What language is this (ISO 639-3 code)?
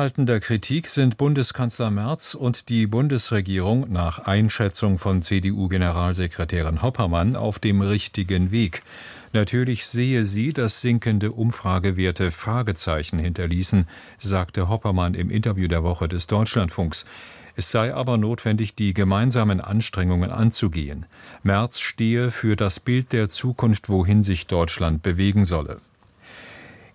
deu